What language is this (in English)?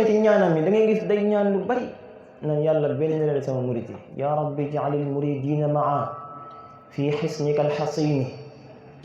Wolof